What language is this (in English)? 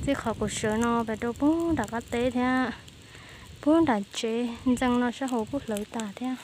Hmong